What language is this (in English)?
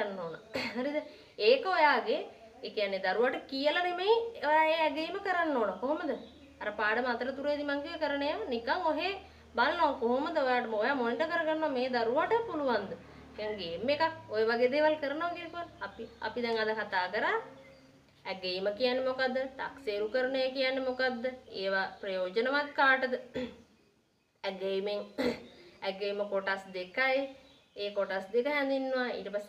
Sinhala